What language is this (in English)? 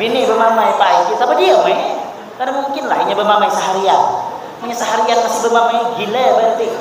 Banjar